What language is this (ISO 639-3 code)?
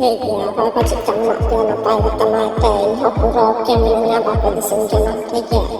sat